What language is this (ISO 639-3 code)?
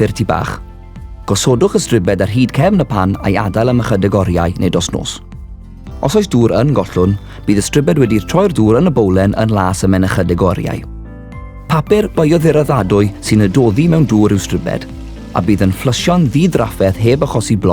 cym